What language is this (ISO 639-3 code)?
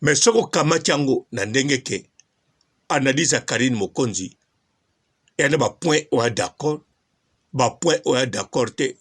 lin